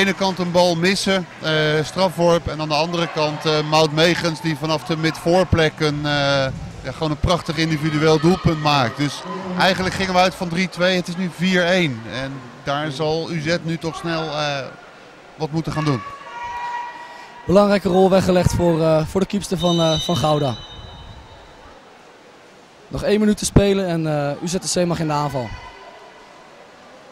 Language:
Dutch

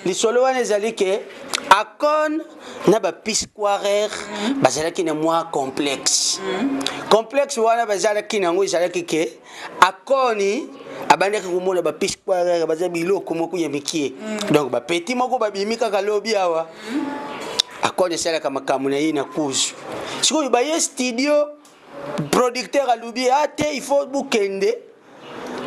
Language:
Lingala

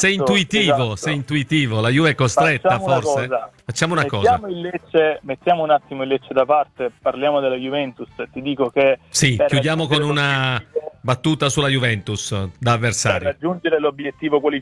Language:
Italian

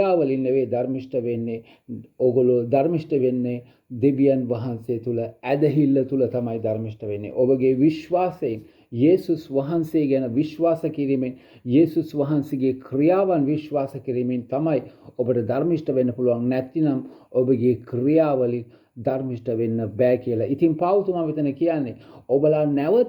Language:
Sinhala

